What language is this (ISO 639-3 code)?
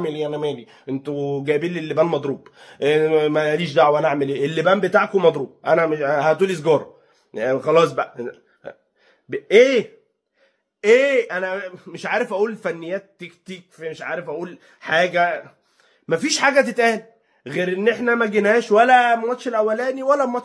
arz